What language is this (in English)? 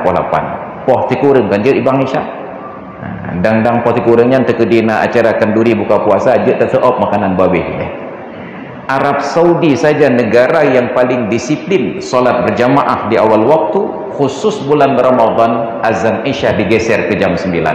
Achinese